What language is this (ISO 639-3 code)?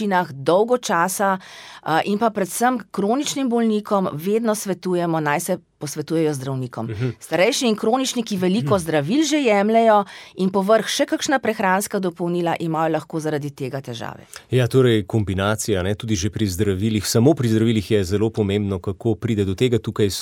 slv